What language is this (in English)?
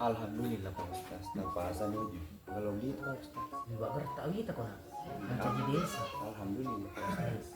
Buginese